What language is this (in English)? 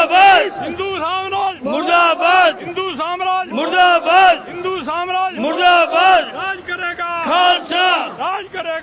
Punjabi